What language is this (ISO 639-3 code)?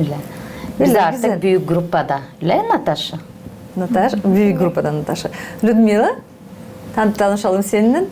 gag